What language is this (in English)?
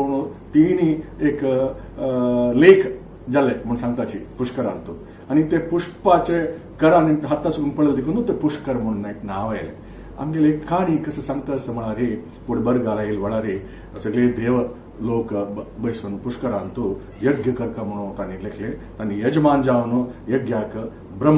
Konkani